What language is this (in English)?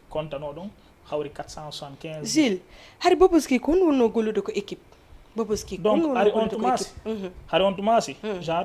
Fula